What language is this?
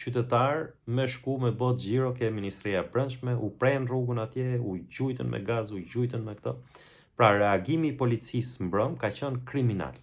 Albanian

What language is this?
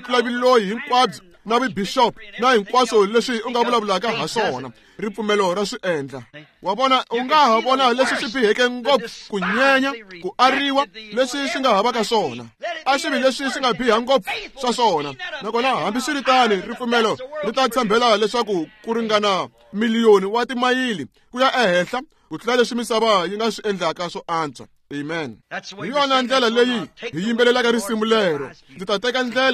Tsonga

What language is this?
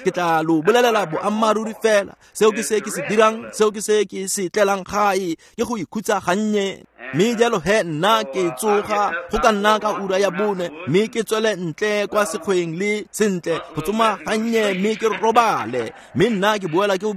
Tswana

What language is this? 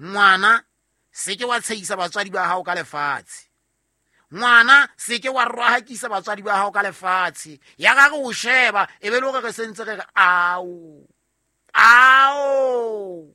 Southern Sotho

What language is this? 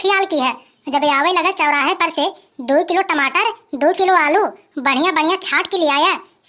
Awadhi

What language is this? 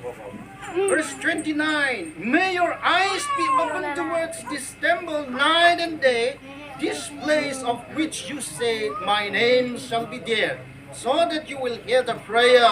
Santali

